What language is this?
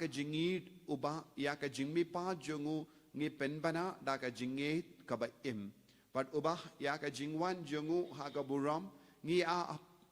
Khasi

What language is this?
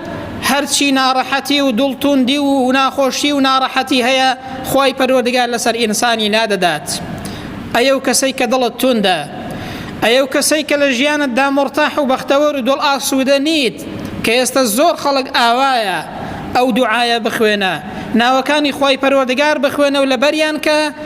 Central Kurdish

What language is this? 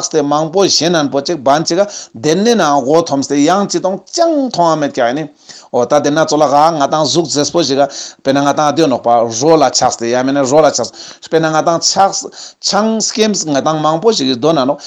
Ladakhi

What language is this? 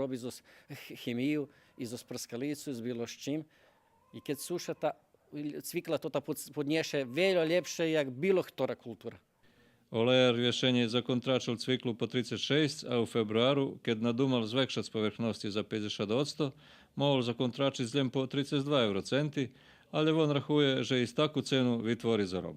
Rusyn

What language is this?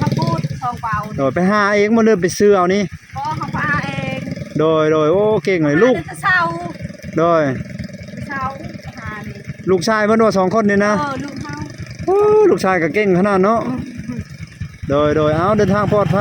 Lao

